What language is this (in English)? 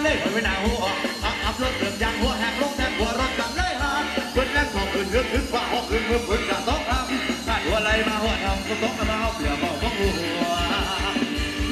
Thai